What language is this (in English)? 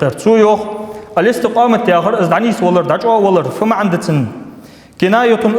Ingush